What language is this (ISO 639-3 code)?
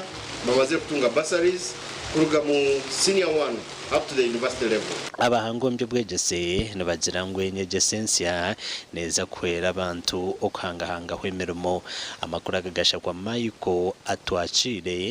nyn